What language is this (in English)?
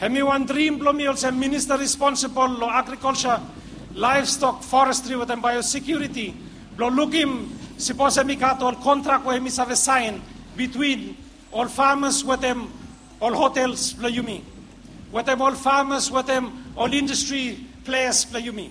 Bislama